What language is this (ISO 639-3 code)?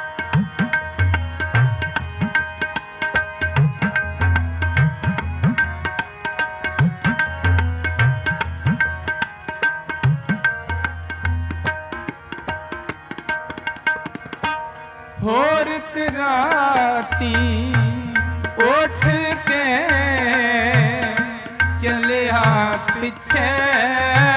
pan